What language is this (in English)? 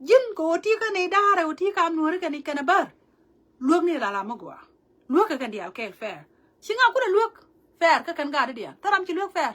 Nuer